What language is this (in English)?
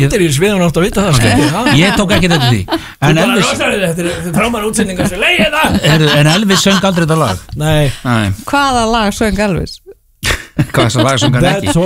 Icelandic